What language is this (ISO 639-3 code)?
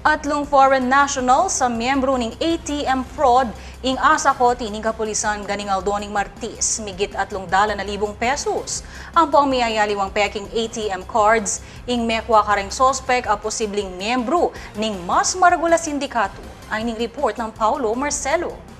pam